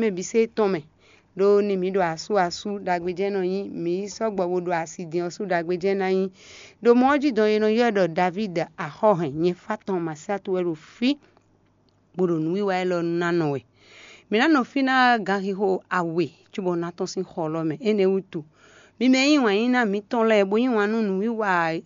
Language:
Fon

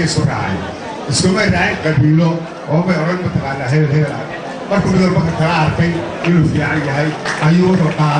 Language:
Somali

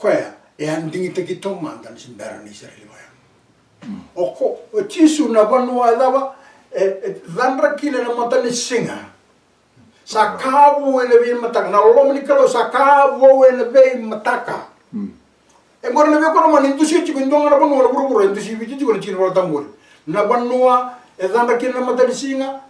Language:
Fijian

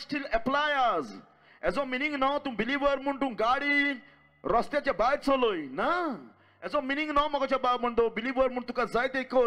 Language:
Konkani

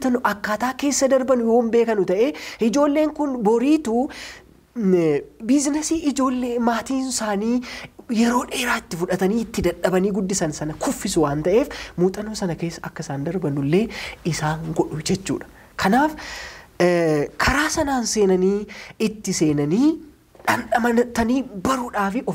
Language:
Oromo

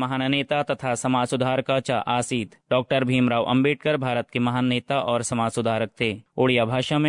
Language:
Sanskrit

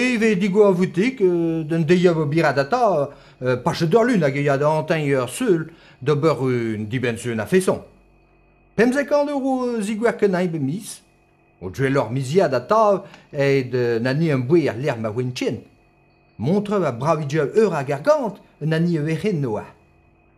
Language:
Breton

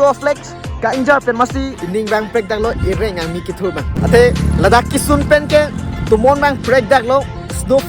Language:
Karbi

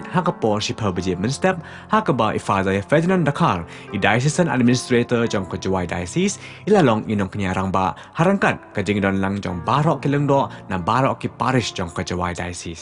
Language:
Khasi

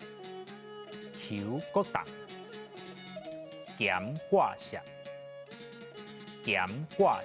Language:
Min Nan Chinese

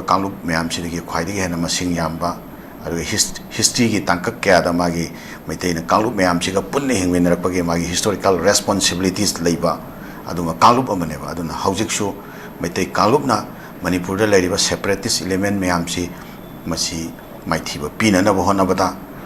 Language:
Manipuri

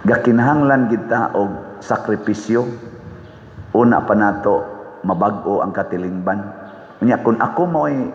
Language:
Cebuano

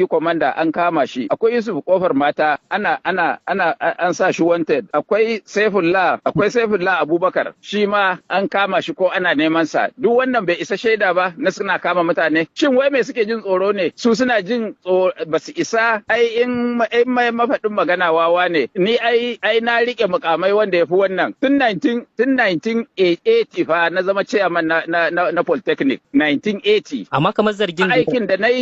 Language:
Hausa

